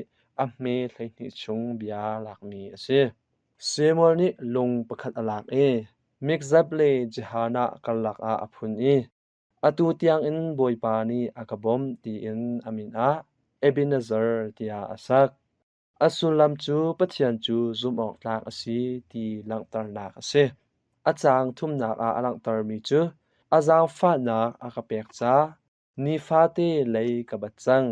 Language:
Hakha Chin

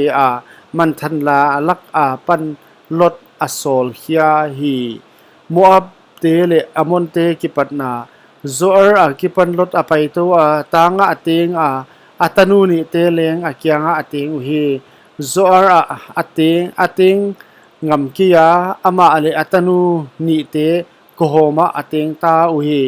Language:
Paite Chin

